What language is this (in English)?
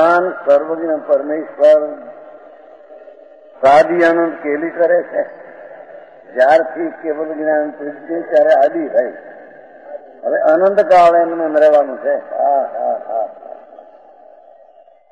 Gujarati